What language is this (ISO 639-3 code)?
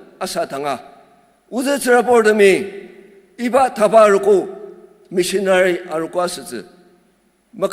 njo